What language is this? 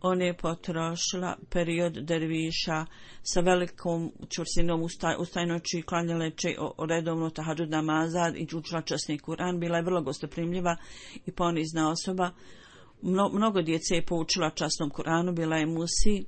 Bosnian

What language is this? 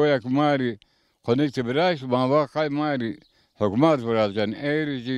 Zaza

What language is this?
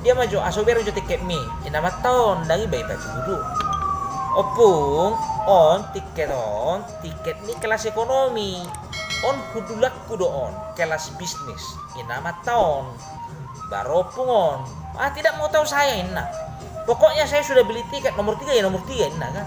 Batak Toba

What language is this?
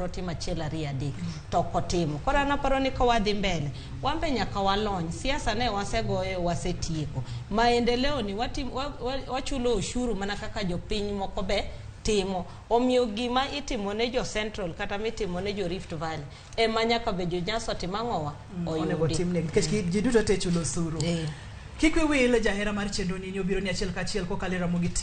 Luo (Kenya and Tanzania)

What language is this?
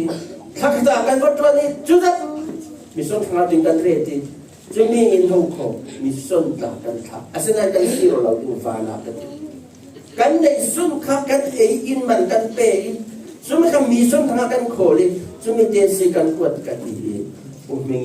Falam Chin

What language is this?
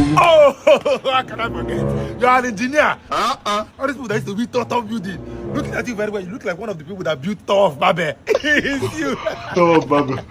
Nigerian Pidgin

